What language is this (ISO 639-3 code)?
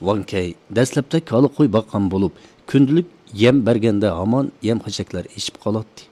uig